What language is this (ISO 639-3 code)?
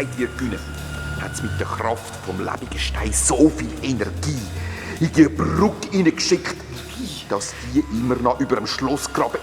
gsw